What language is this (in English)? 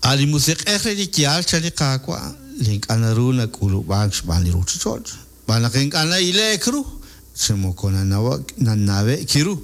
Kekchí